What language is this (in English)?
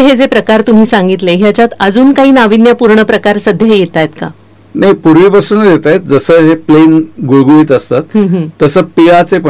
Marathi